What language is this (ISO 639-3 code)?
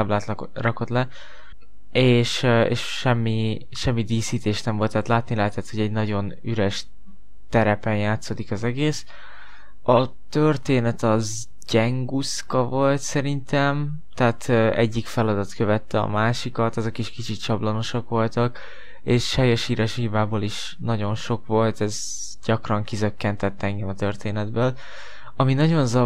hun